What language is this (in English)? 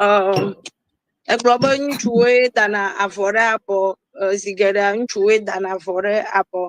Ewe